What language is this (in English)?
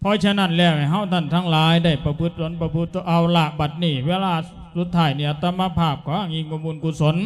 Lao